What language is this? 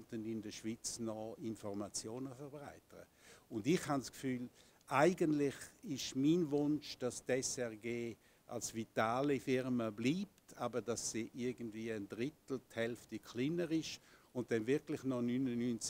German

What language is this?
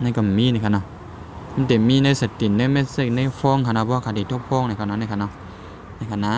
Shan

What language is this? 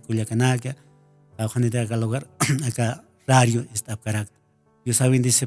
Aymara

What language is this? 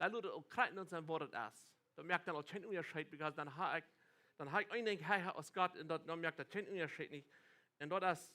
Plautdietsch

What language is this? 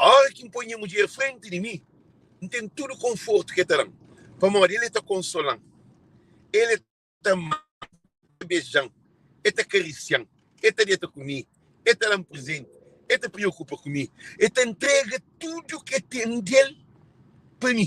Kabuverdianu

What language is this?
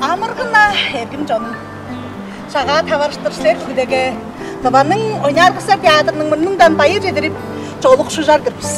Tuvinian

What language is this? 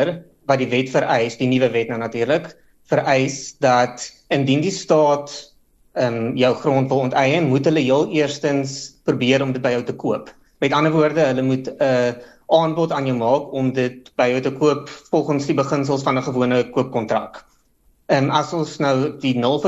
Afrikaans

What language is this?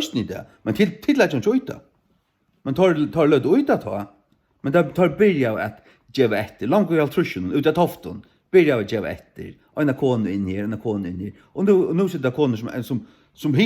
Faroese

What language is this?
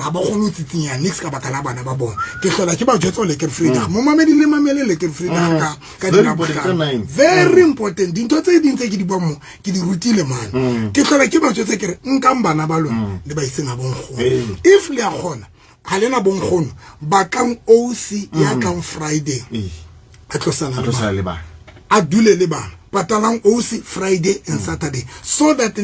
Southern Sotho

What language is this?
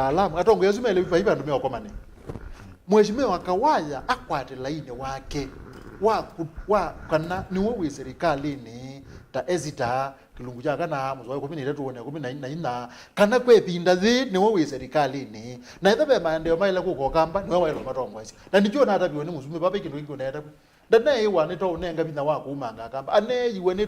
Kamba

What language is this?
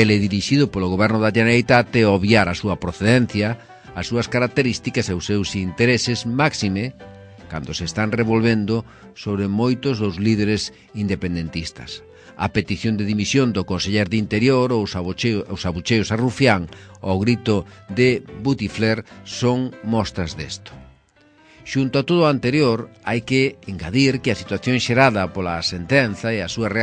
Galician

